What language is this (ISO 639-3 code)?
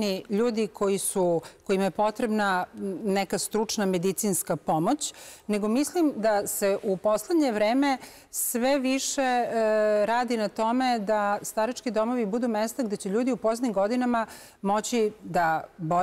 srp